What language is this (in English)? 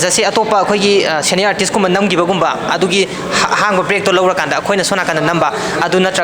Manipuri